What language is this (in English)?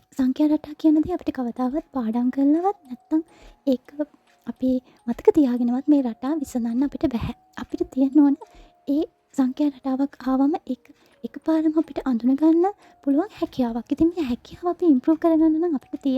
Sinhala